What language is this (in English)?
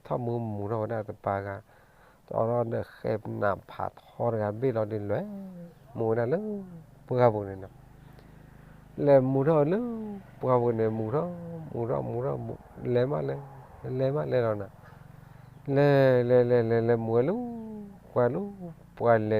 S'gaw Karen